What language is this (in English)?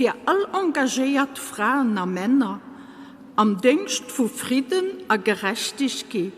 Luxembourgish